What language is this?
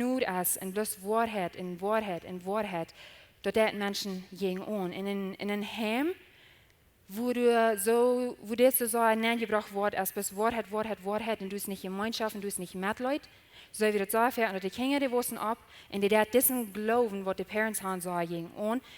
Plautdietsch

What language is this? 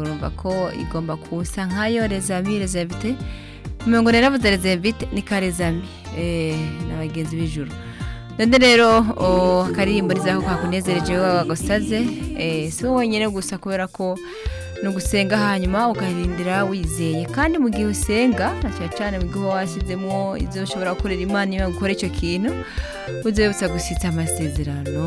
Rundi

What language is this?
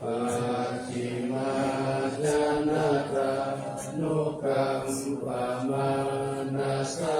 Pali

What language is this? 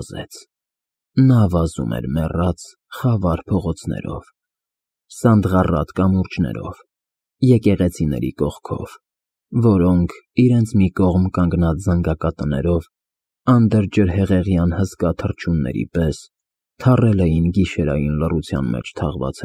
Armenian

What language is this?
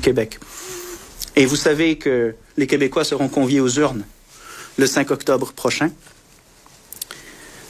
French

